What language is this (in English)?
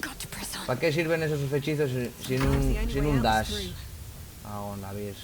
Asturian